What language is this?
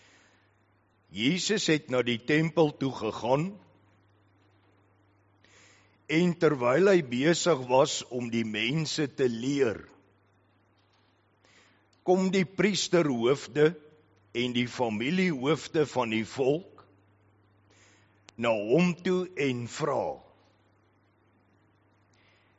Afrikaans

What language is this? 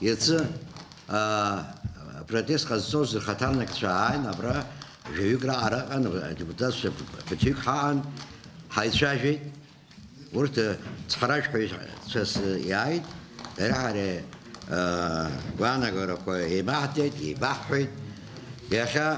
Abkhazian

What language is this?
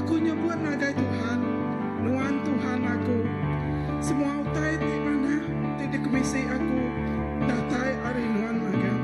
Iban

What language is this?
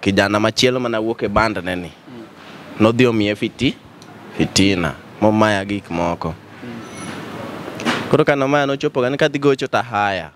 Luo (Kenya and Tanzania)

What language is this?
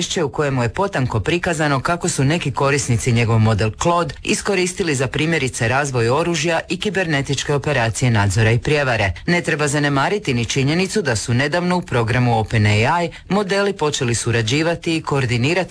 Croatian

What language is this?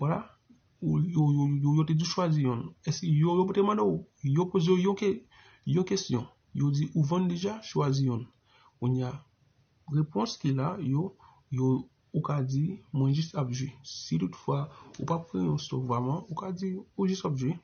Haitian Creole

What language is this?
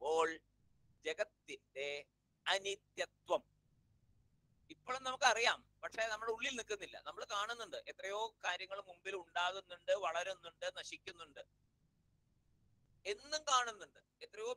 Malayalam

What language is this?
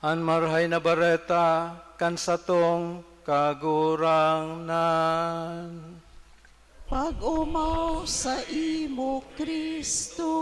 Bikol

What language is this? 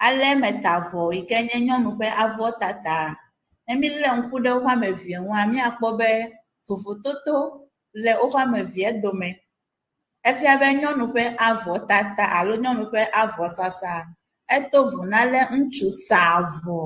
Ewe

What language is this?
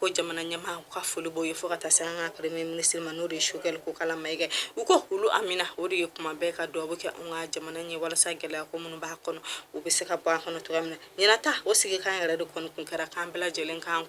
Bambara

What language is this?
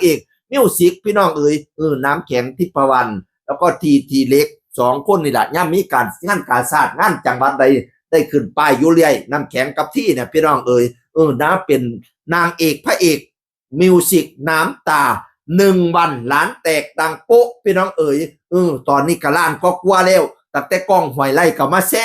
Northeastern Thai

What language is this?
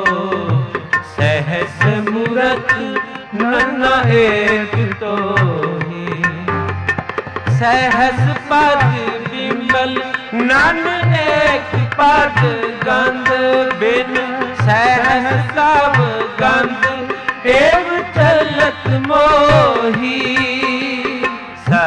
Punjabi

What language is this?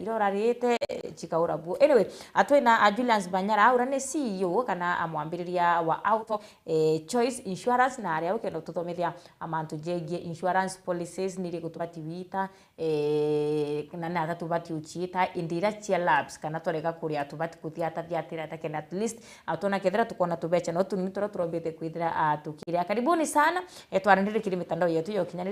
Meru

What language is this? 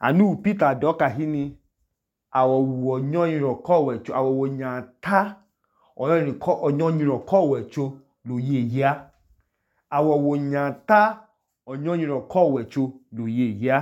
Idoma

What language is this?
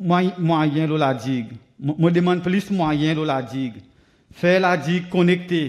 Seselwa Creole French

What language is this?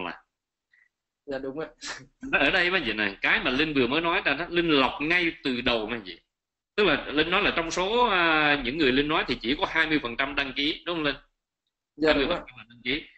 Vietnamese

